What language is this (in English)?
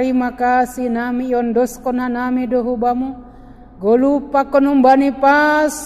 Batak Simalungun